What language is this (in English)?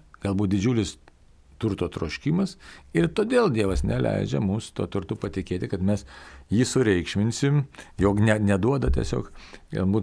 Lithuanian